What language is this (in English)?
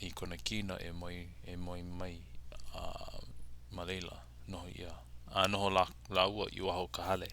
Hawaiian